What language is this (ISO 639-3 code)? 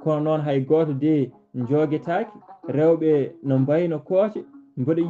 ful